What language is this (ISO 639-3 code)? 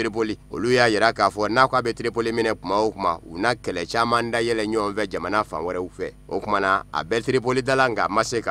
bam